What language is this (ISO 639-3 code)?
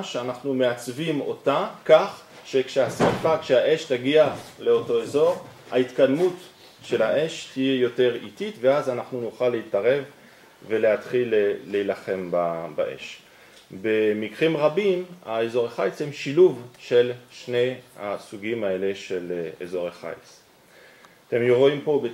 heb